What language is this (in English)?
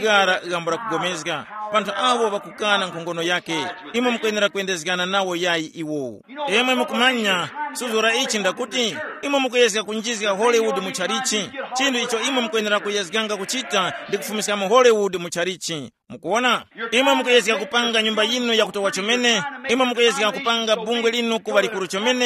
Tumbuka